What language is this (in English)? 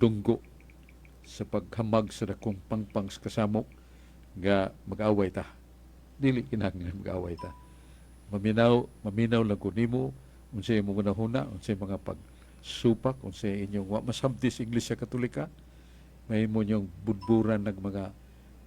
Cebuano